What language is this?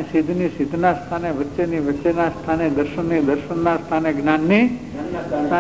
Gujarati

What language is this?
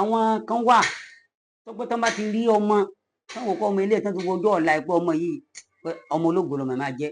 Yoruba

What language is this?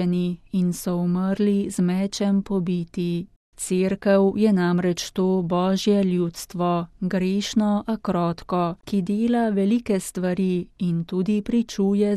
Slovenian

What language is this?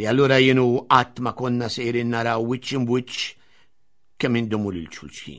Maltese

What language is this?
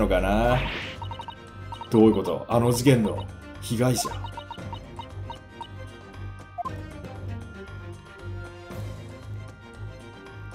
Japanese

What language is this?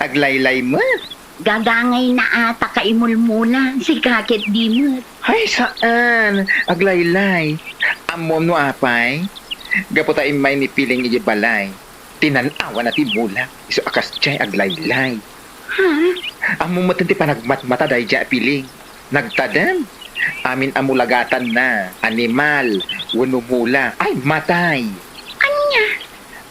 Iloko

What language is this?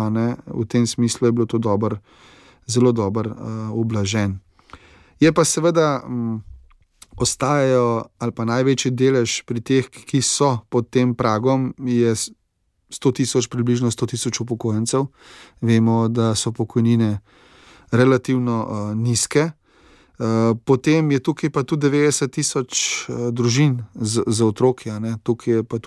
Slovenian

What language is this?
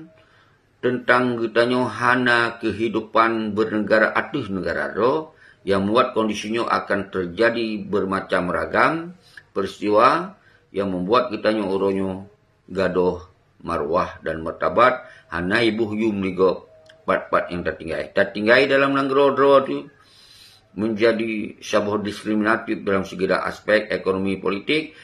Achinese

